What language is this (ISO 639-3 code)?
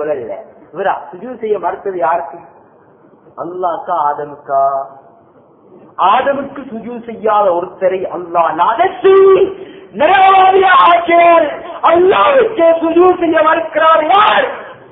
tam